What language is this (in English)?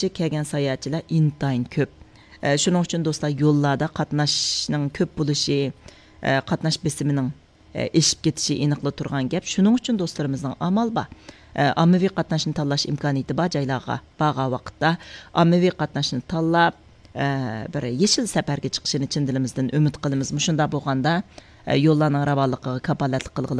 Uyghur